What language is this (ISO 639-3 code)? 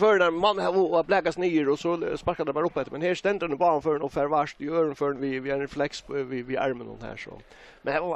fao